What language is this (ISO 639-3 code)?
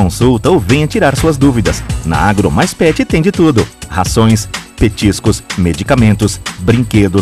por